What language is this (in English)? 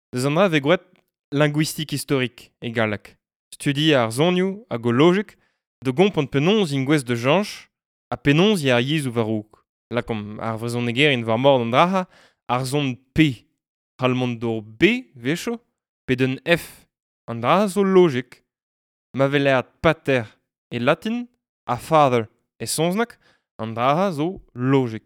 Breton